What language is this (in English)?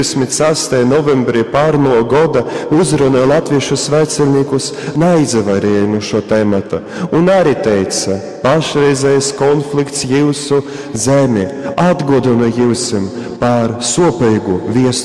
Latgalian